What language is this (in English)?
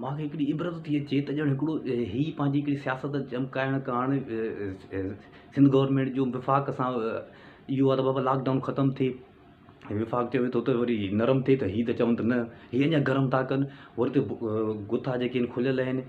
Sindhi